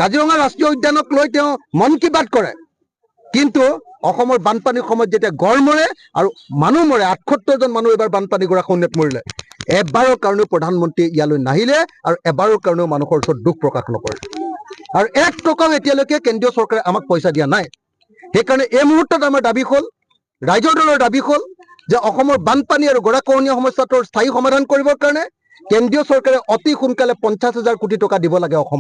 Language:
Assamese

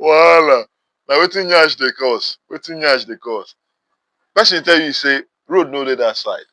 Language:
Nigerian Pidgin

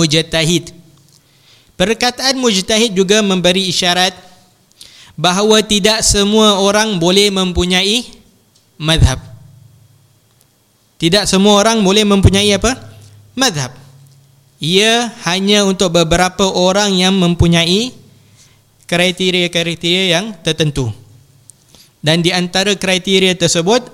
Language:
Malay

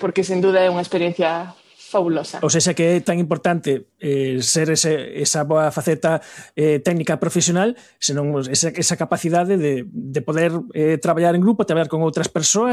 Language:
Galician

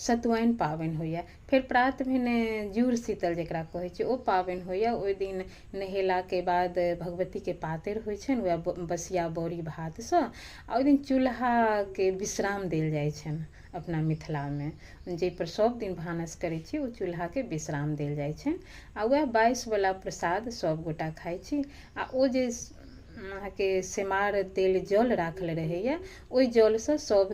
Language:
Maithili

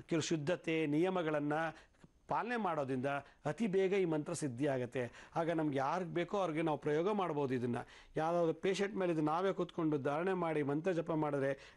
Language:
Kannada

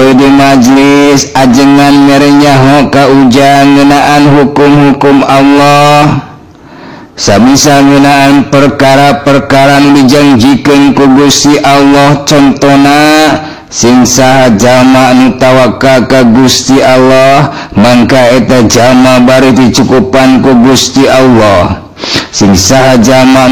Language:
Sundanese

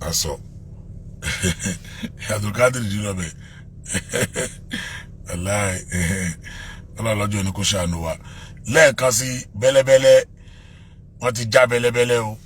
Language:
Yoruba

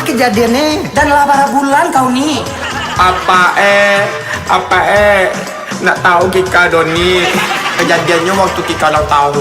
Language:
Minangkabau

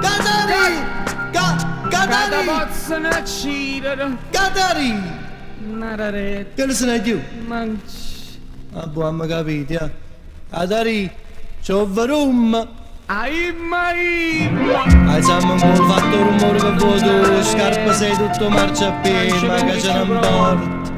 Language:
Neapolitan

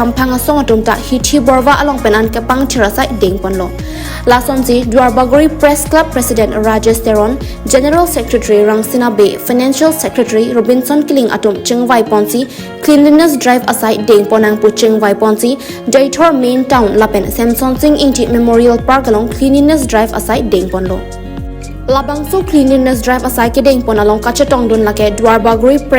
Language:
Karbi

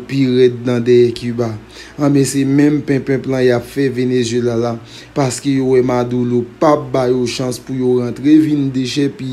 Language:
Haitian Creole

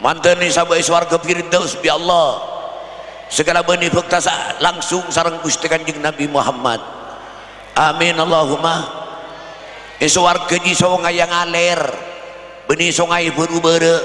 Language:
Madurese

